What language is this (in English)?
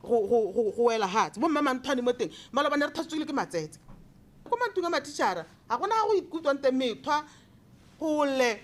Tswana